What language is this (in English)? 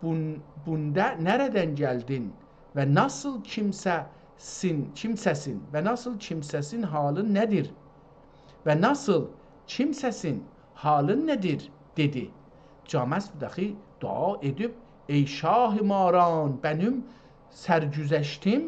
South Azerbaijani